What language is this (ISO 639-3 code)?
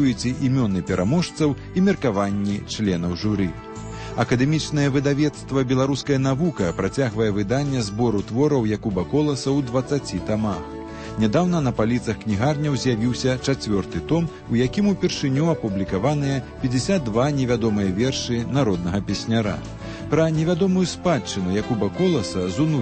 bel